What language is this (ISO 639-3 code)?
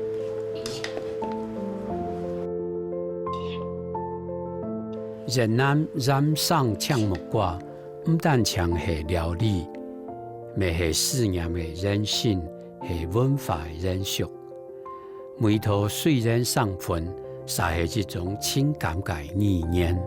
hak